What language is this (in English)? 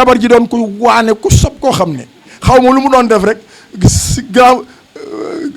Wolof